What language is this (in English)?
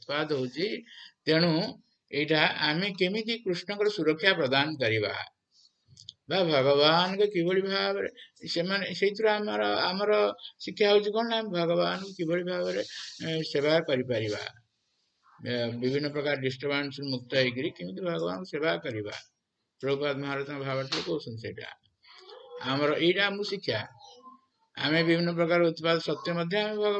Odia